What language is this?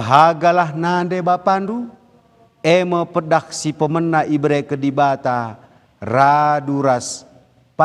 Batak Karo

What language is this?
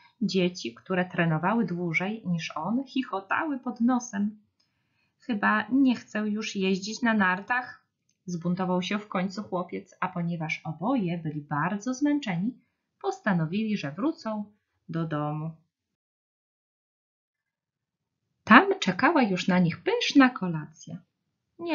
Polish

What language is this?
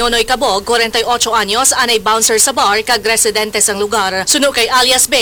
Hiligaynon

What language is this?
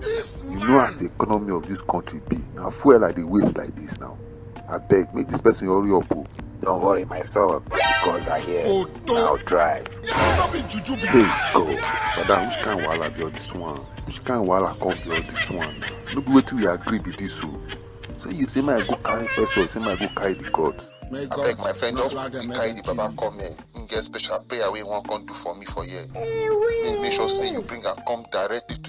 Nigerian Pidgin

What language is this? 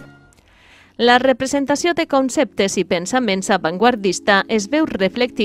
Catalan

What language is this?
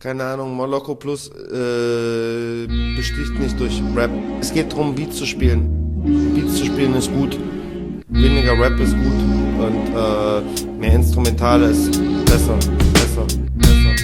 Swiss German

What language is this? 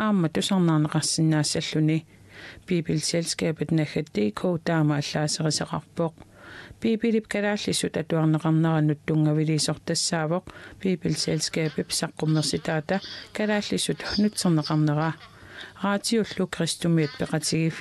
Kalaallisut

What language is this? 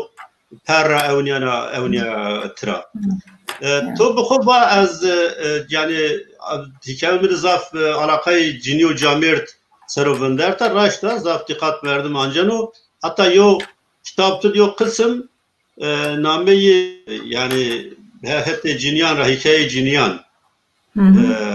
Zaza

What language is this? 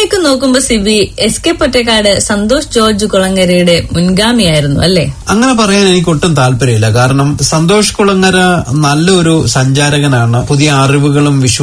Malayalam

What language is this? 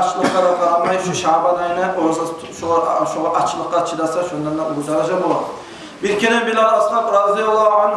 Kumyk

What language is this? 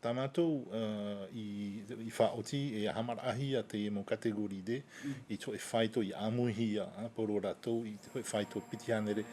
Tahitian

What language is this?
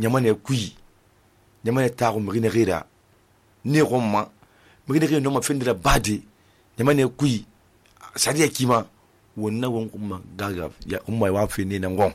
Susu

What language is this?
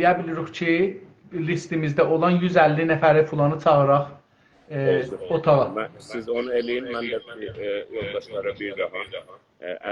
South Azerbaijani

